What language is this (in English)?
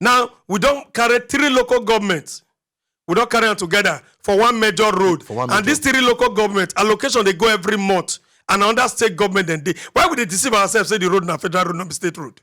Nigerian Pidgin